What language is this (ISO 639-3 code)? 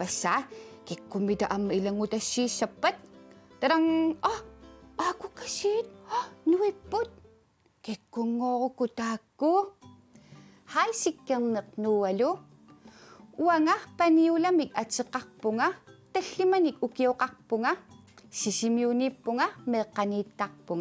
kal